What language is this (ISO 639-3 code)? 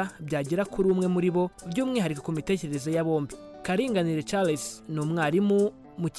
kin